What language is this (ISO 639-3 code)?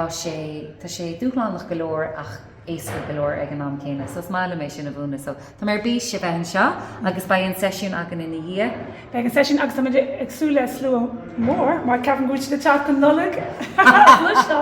gle